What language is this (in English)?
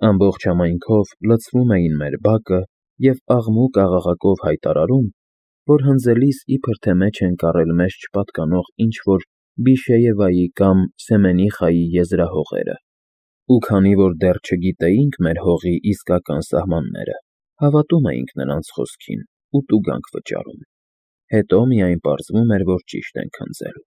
Armenian